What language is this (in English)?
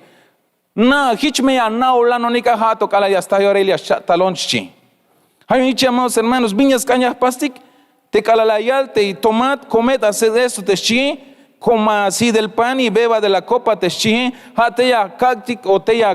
Tzeltal